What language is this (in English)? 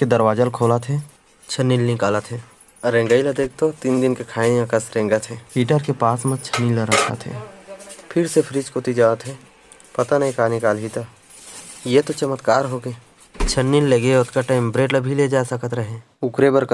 Chhattisgarhi